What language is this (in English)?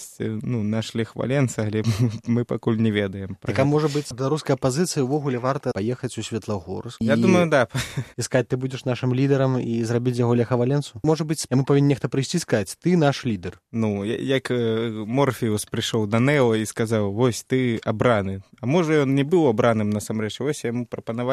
Belarusian